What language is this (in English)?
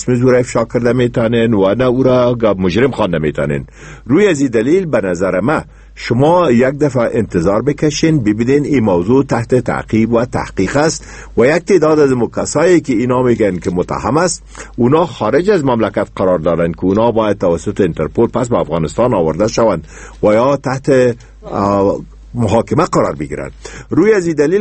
Persian